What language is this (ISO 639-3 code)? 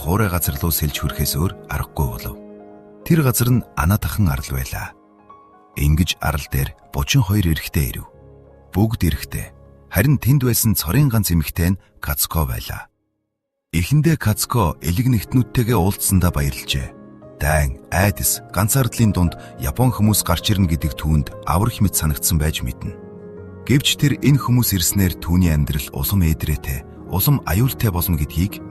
mon